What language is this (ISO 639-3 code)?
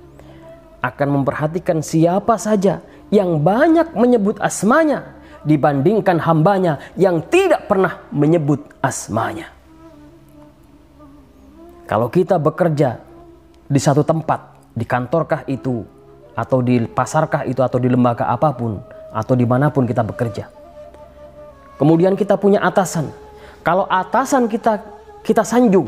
ind